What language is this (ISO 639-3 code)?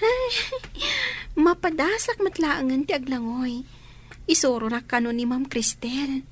ilo